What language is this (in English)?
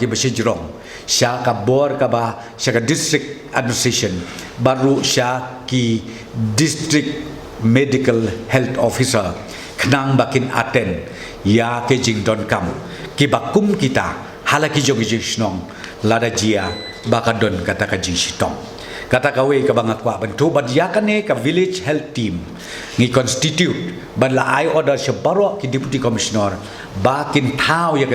Khasi